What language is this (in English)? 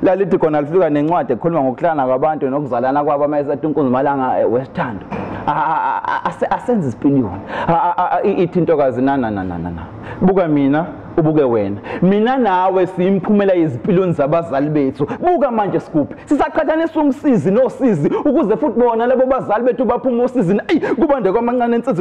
Zulu